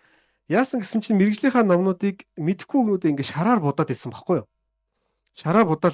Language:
Mongolian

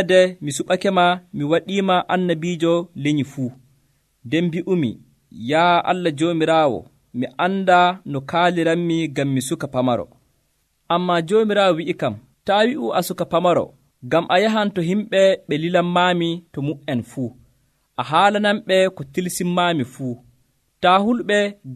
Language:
Nigerian Fulfulde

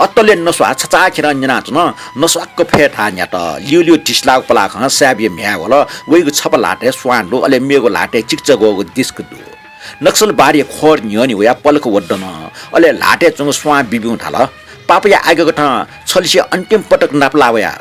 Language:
Newari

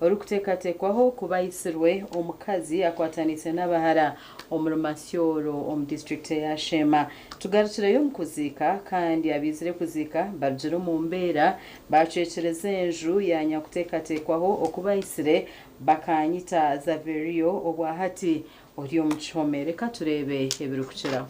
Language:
Nyankole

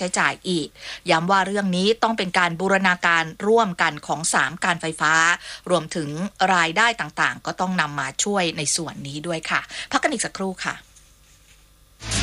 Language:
Thai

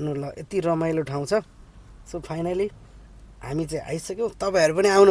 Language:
Nepali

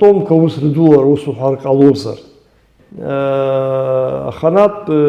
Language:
Abkhazian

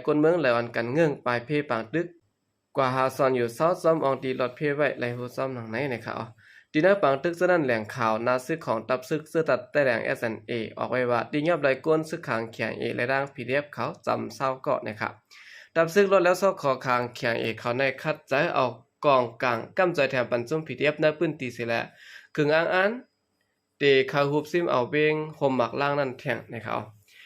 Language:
Shan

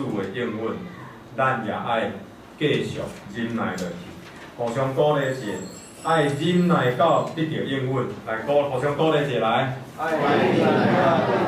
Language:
Min Nan Chinese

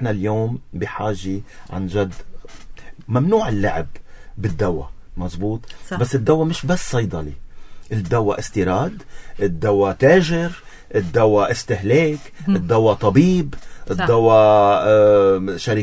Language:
North Levantine Arabic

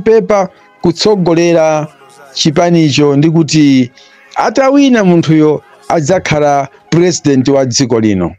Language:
Nyanja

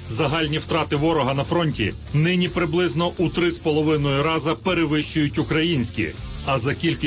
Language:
Ukrainian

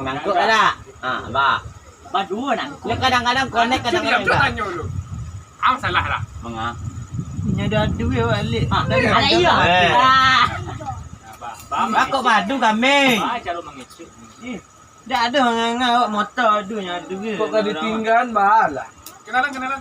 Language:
Minangkabau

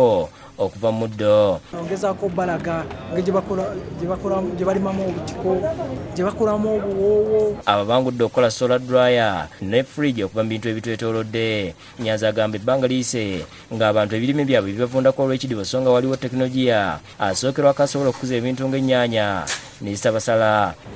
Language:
Ganda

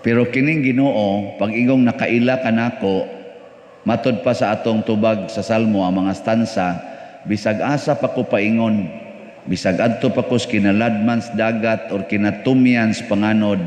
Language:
Cebuano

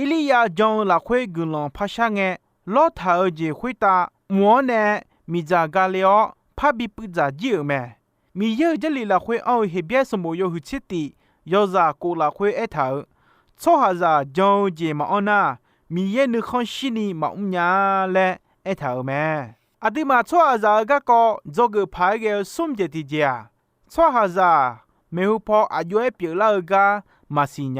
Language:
Akha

